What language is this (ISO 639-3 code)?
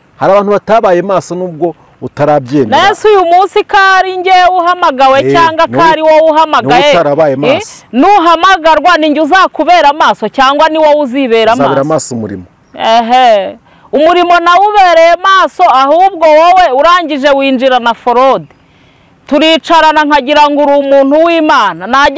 kin